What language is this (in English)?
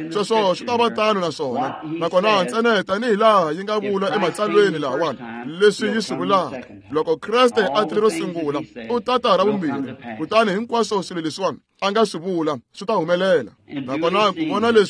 Tsonga